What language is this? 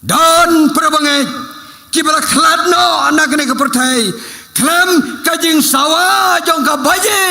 Khasi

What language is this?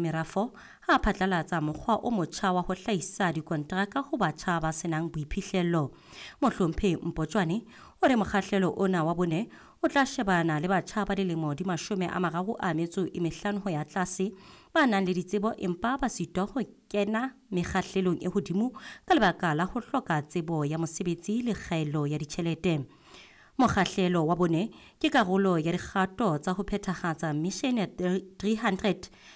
Southern Sotho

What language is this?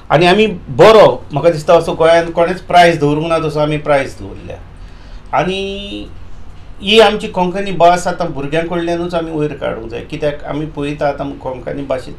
Konkani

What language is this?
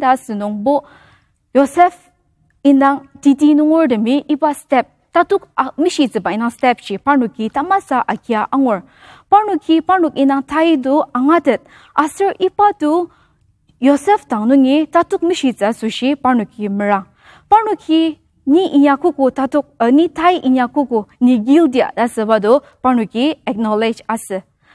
Ao Naga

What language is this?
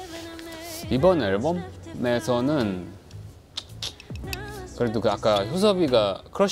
Korean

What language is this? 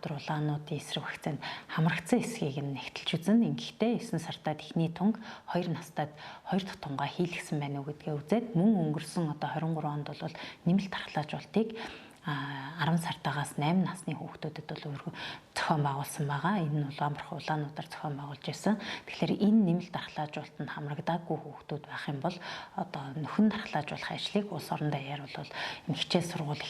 Mongolian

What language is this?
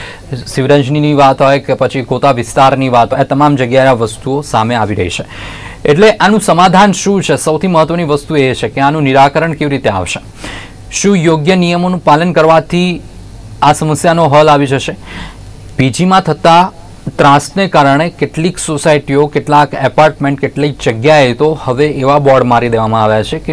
Gujarati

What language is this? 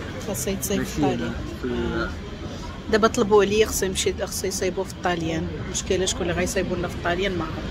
Moroccan Arabic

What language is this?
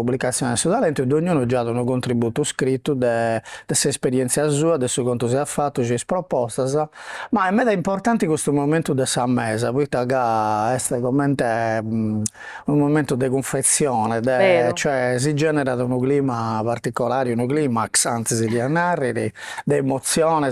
Sardinian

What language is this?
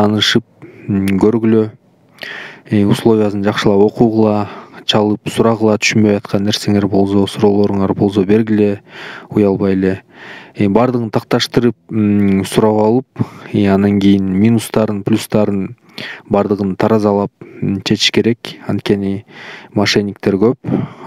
Kyrgyz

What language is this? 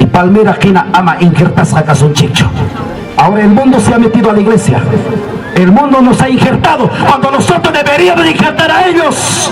Ayacucho Quechua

